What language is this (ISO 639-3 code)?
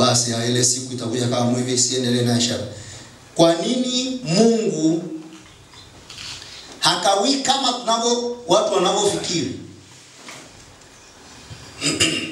swa